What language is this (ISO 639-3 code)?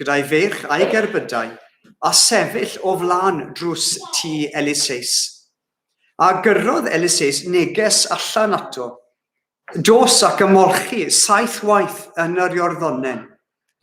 cym